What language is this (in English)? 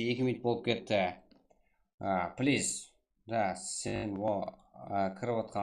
Kara-Kalpak